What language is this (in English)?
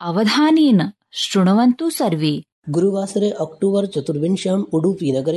Sanskrit